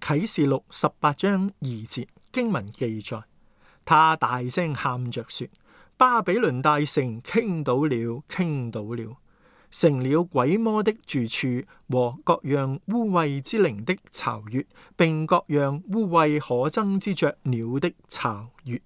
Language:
Cantonese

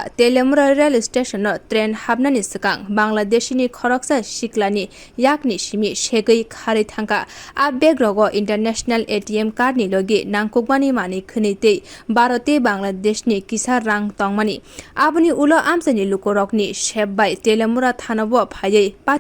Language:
Kok Borok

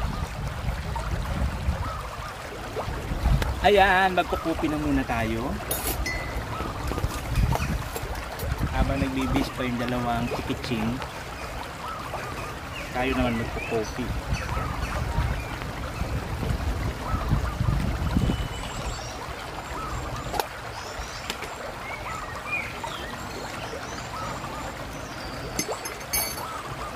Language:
Filipino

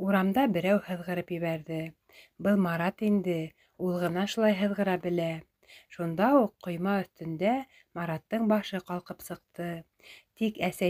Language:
Bashkir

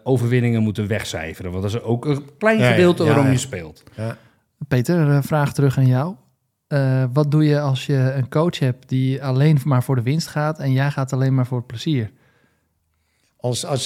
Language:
Dutch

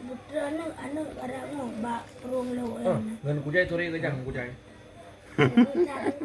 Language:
Achinese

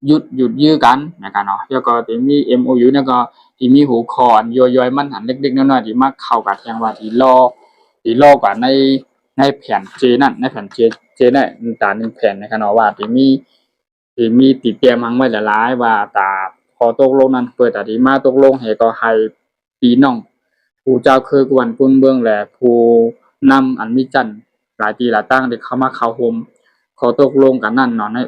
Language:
Shan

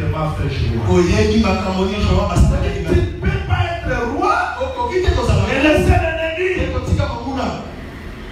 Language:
French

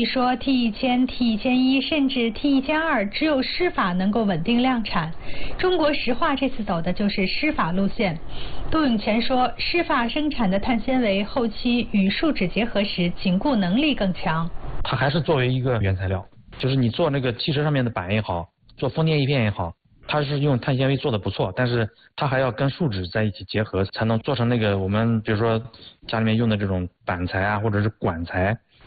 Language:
Chinese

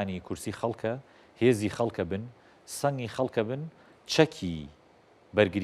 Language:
Central Kurdish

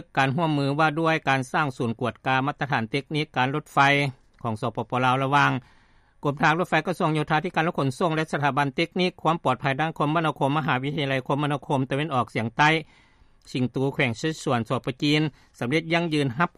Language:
Lao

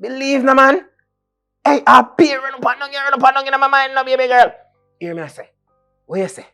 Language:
Jamaican Creole English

